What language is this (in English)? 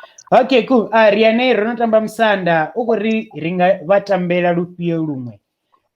Venda